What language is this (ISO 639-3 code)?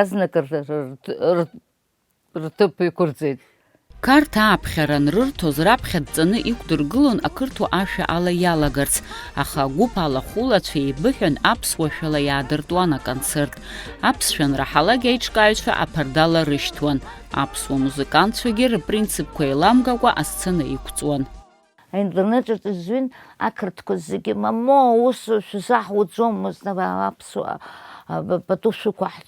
abk